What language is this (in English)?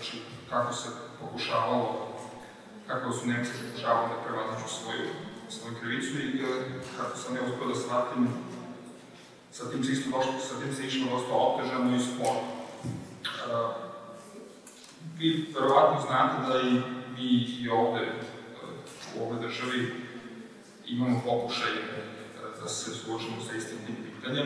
Serbian